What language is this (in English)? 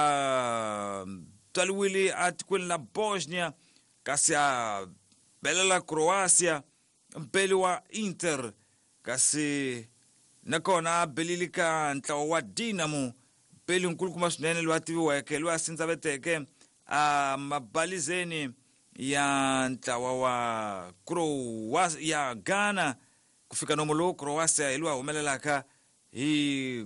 Tsonga